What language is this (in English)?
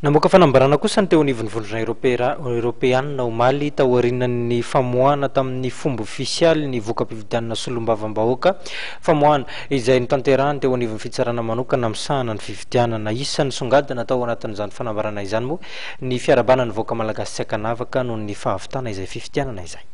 Malagasy